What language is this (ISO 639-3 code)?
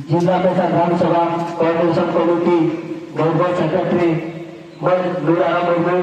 sat